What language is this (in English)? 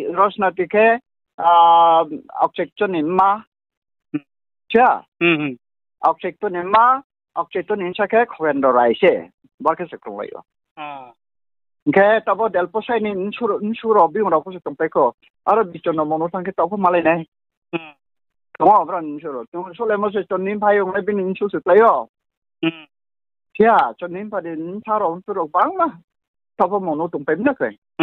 Riang (India)